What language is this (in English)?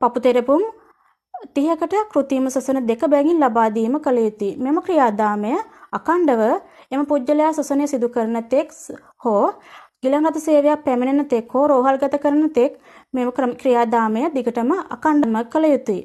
Sinhala